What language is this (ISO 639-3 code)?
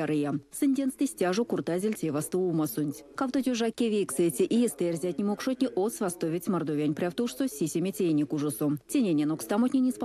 myv